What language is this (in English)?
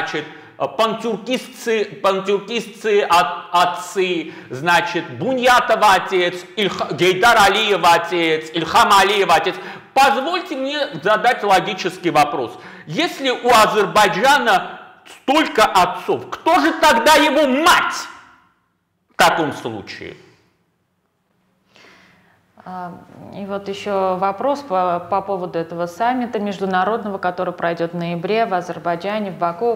Russian